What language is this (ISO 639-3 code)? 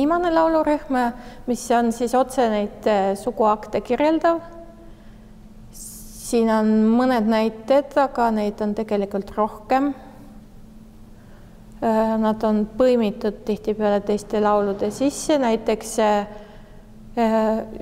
est